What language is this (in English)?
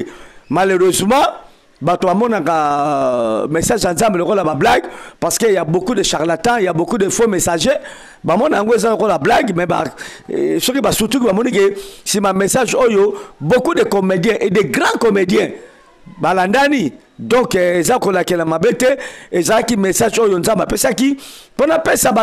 Lingala